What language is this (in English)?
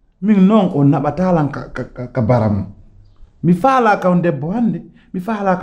Pular